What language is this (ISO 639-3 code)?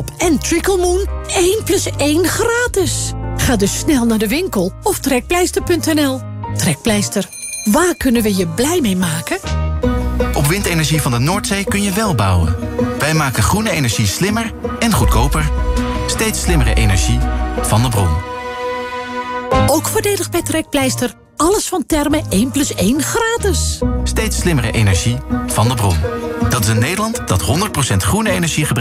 nld